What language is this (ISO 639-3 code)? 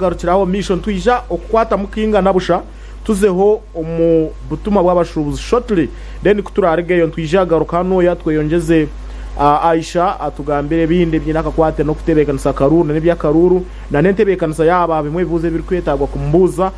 nyn